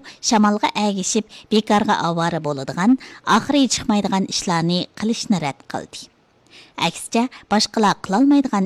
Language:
Uyghur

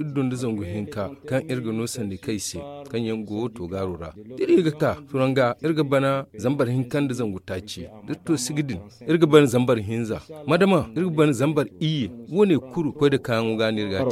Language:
Zarma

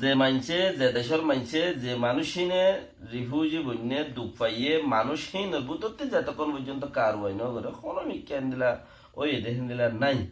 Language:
Rohingya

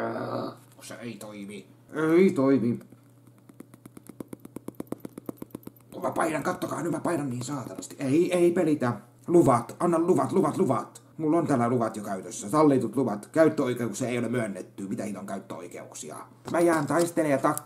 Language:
Finnish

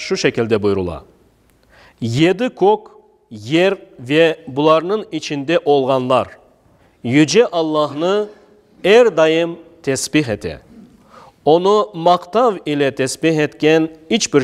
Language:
Crimean Tatar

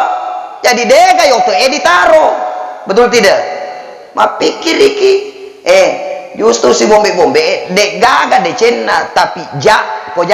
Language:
Buginese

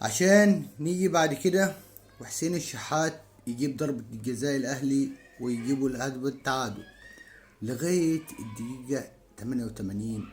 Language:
Egyptian Arabic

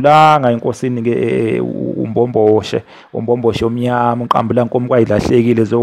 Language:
Zulu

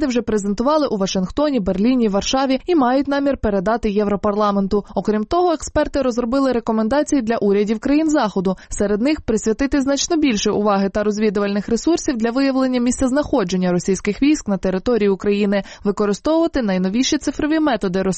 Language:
Ukrainian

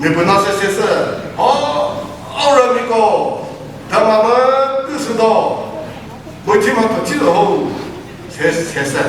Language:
Chokri Naga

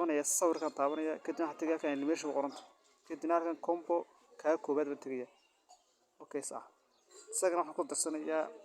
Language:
Somali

